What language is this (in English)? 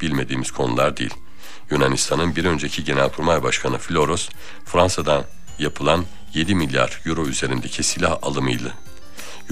Turkish